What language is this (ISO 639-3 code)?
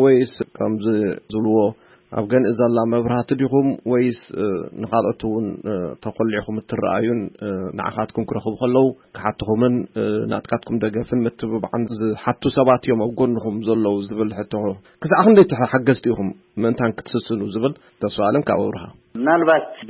tir